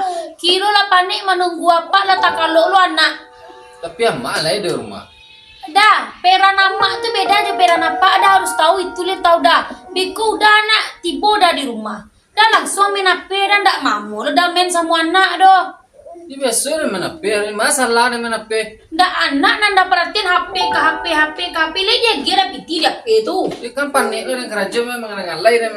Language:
Minangkabau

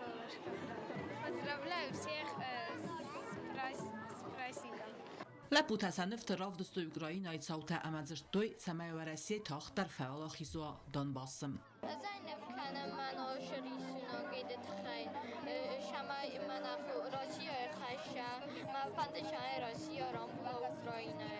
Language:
Ossetic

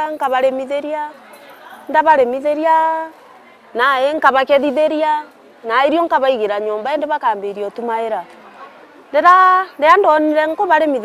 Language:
Meru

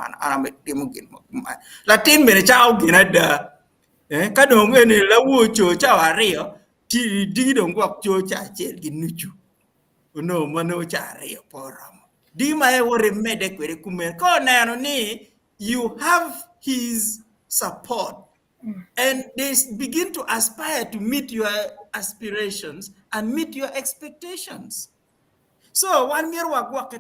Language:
Acoli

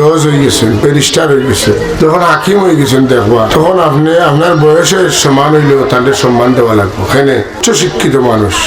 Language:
Sylheti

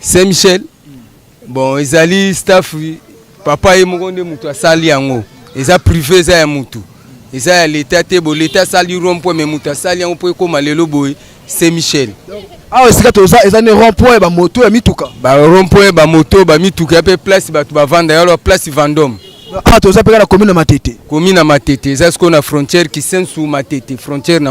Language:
Lingala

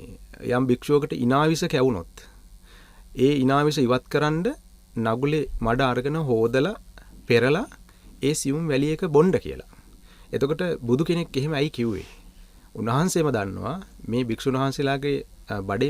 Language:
Sinhala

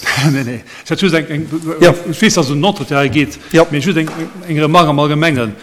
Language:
Luxembourgish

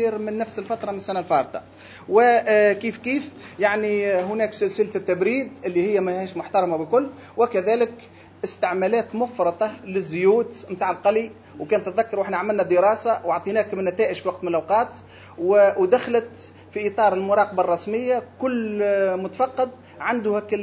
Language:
Tunisian Arabic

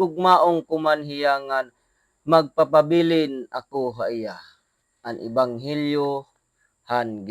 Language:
Waray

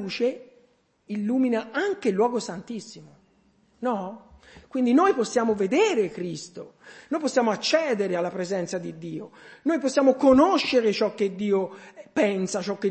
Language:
Italian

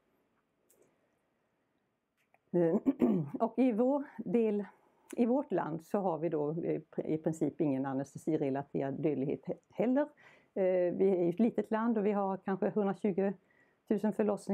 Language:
Swedish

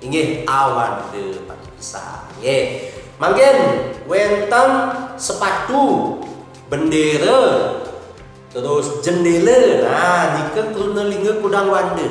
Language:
Balinese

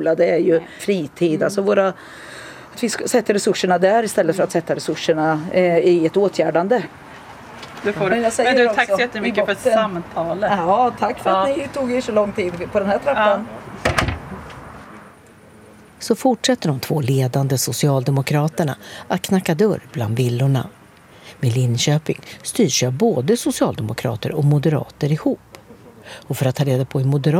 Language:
Swedish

